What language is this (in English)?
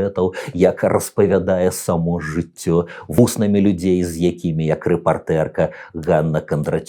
Belarusian